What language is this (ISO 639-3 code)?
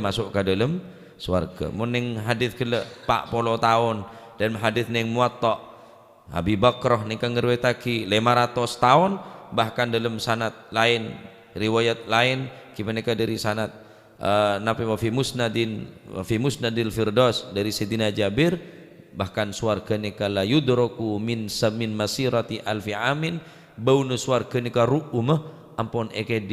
mad